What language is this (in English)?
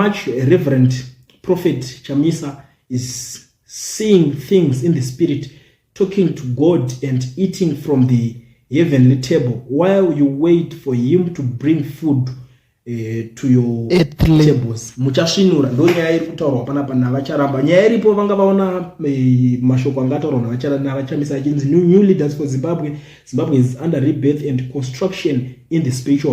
Shona